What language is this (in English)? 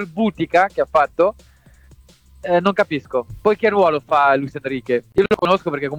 Italian